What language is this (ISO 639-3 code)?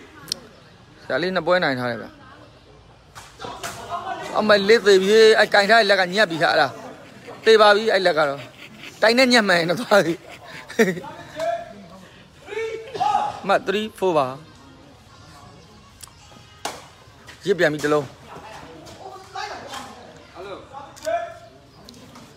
mya